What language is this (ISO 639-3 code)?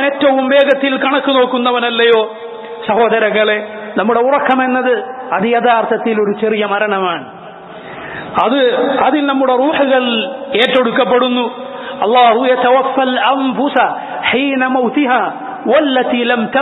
mal